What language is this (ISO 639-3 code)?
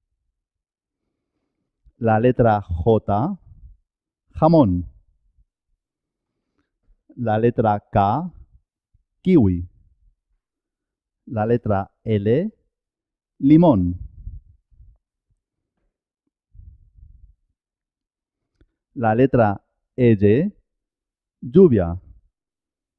spa